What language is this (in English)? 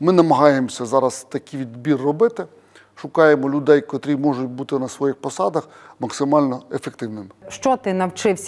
Ukrainian